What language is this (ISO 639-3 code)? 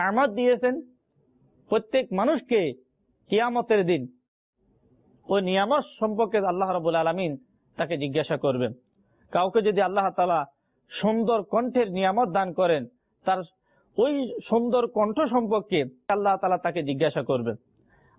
ben